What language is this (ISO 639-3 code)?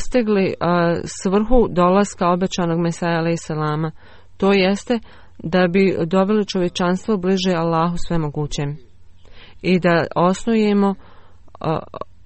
bos